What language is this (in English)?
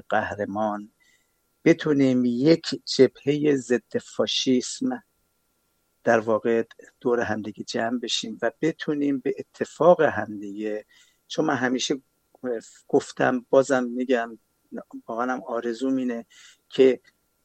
Persian